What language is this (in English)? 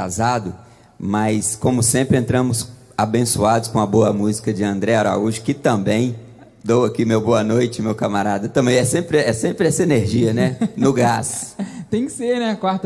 Portuguese